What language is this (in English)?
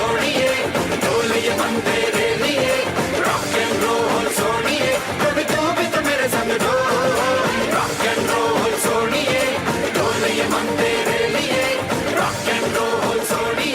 Konkani